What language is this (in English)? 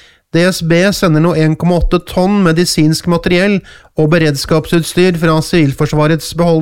Norwegian